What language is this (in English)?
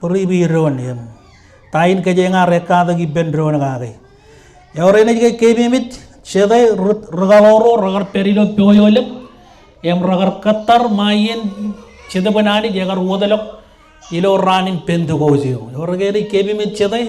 Marshallese